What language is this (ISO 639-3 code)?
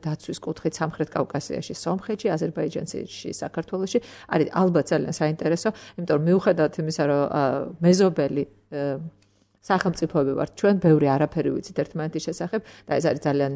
kat